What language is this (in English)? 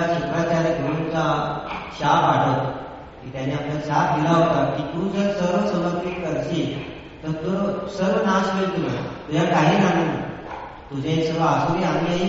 Marathi